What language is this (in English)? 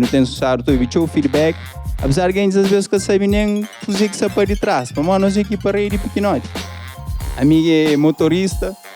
Kabuverdianu